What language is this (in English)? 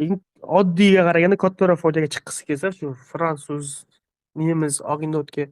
Uzbek